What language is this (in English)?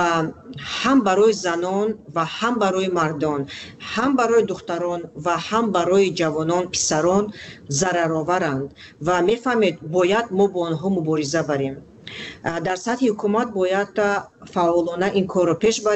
Tajik